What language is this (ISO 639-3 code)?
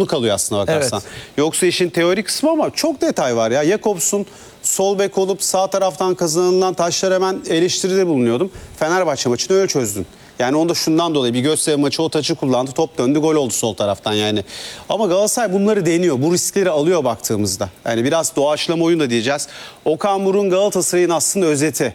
tur